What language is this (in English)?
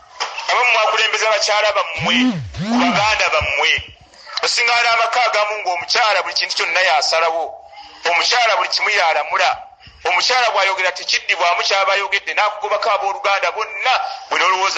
Ganda